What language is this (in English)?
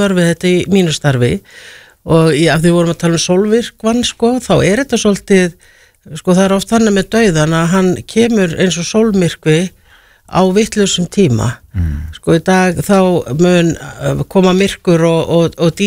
Icelandic